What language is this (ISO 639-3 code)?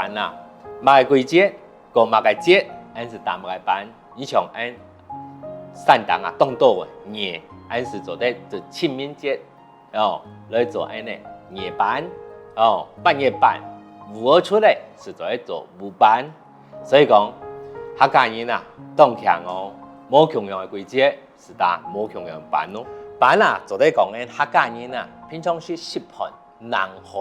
hak